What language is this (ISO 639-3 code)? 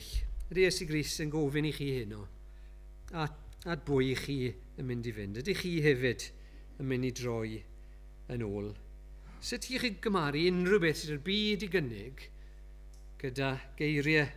cym